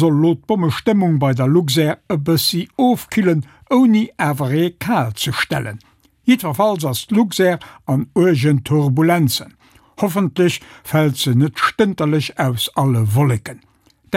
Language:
Luxembourgish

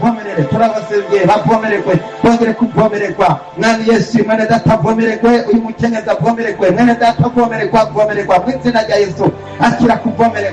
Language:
Rundi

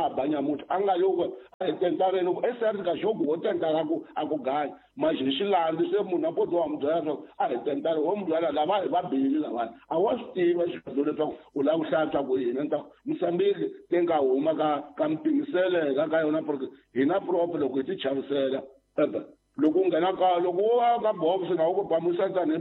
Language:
Tsonga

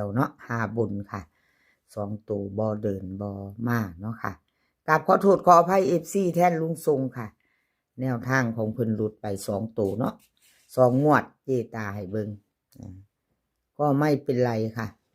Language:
Lao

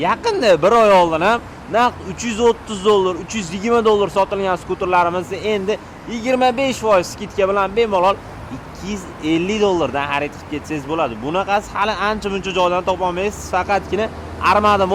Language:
Uzbek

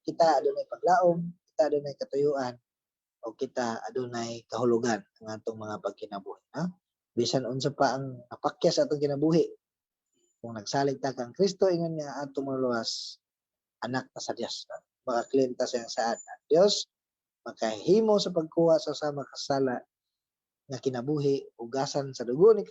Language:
Cebuano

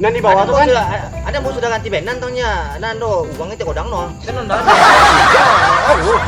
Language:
Minangkabau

